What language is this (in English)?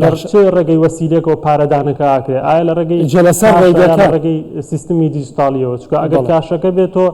Central Kurdish